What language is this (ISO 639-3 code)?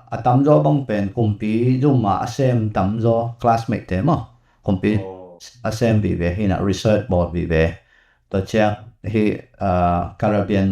ctd